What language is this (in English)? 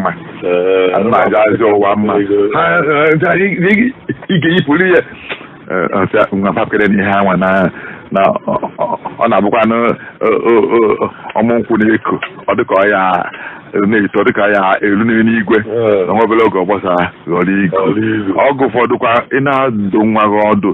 Igbo